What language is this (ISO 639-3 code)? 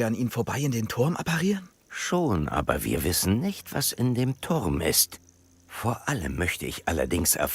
bar